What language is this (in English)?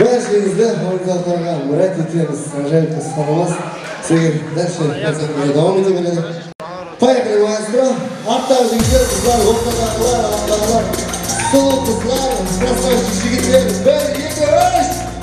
Kara-Kalpak